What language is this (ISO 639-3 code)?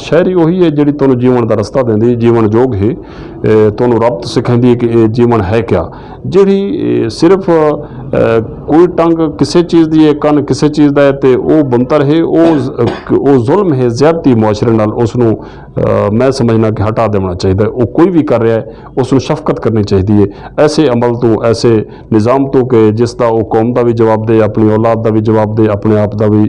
lah